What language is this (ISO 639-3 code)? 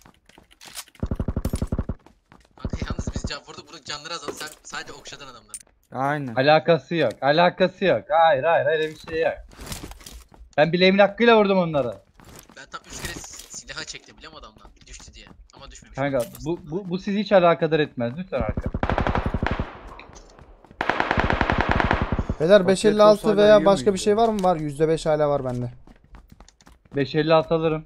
tur